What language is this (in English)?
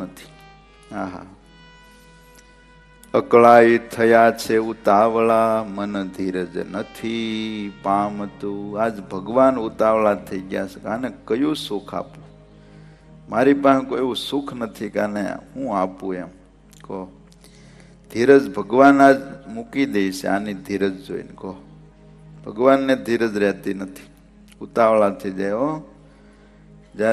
Gujarati